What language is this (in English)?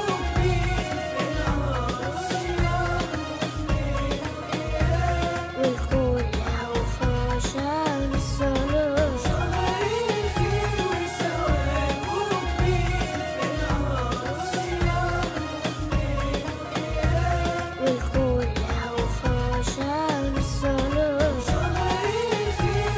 Arabic